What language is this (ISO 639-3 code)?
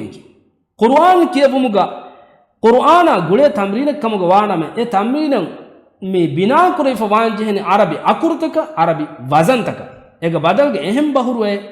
div